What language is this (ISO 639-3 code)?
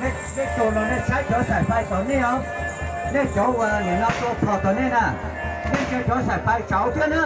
hmn